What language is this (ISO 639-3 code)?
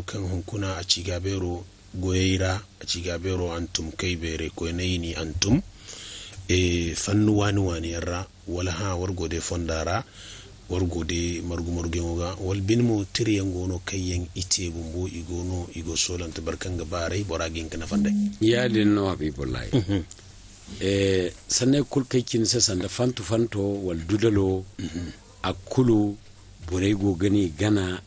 dje